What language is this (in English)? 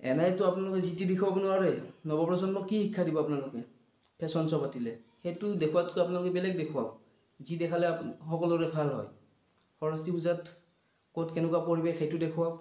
Assamese